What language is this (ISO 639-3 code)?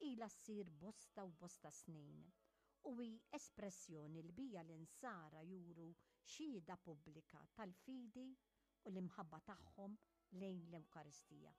mlt